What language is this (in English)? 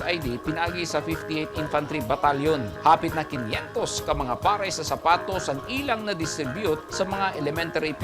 Cebuano